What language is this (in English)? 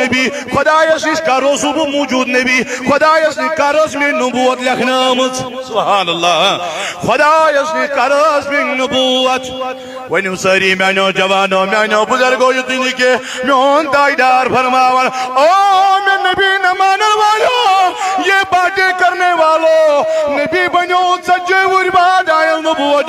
Kashmiri